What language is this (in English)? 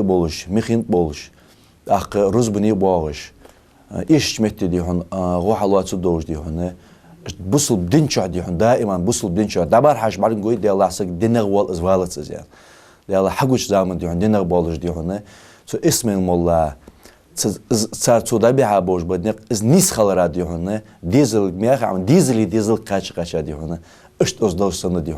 Ingush